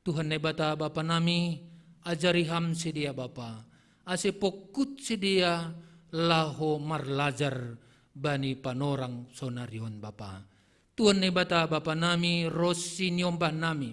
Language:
Batak Simalungun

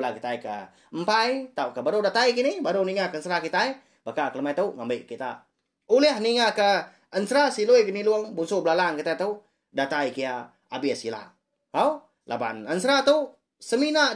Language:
Iban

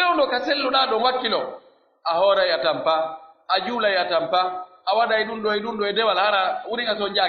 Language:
Pular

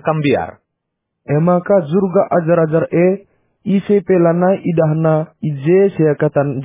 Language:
Batak Karo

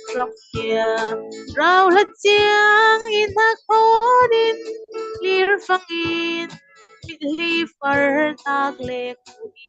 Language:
Falam Chin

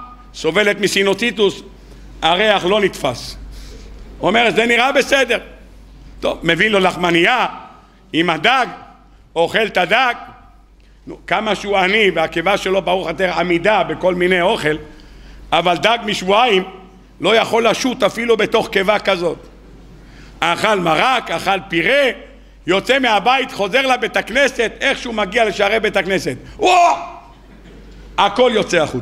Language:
Hebrew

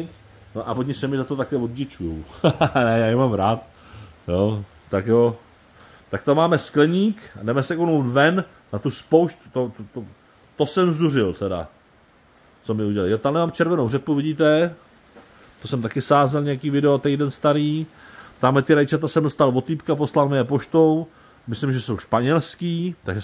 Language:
Czech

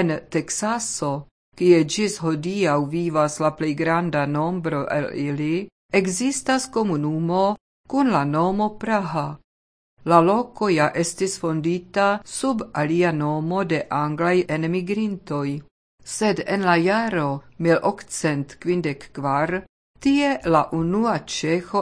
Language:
Esperanto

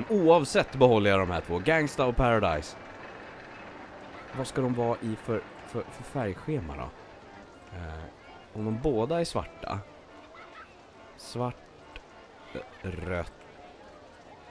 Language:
Swedish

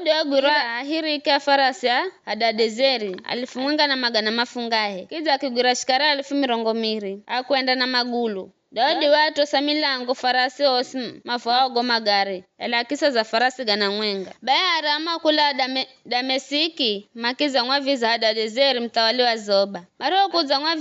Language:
Giryama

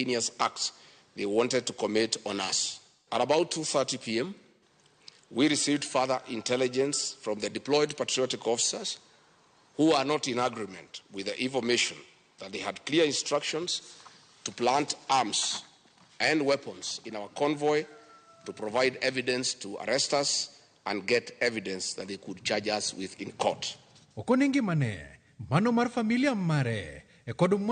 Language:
Luo (Kenya and Tanzania)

